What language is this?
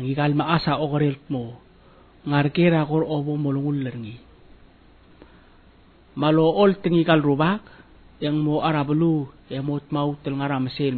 Palauan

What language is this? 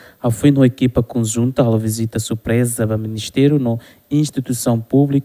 Tetum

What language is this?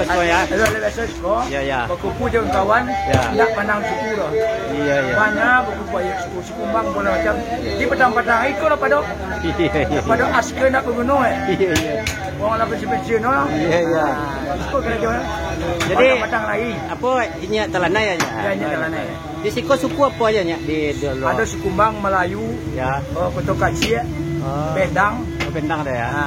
Minangkabau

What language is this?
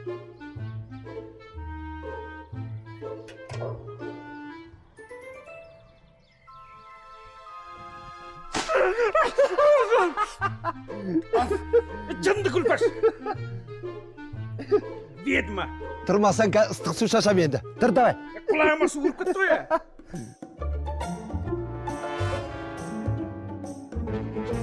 Kazakh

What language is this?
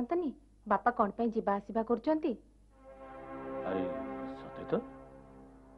Odia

